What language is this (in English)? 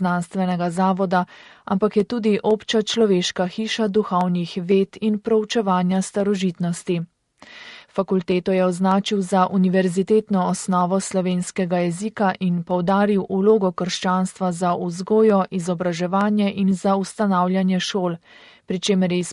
Slovenian